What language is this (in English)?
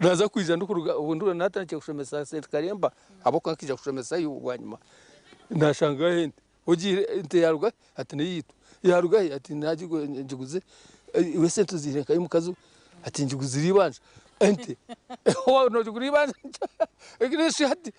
Nyankole